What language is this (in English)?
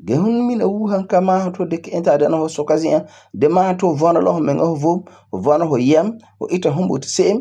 Frafra